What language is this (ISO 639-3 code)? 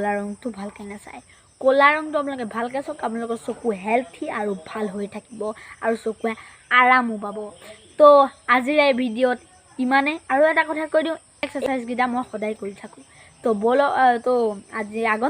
asm